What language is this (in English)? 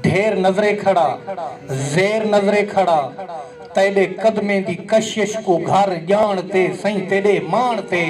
Saraiki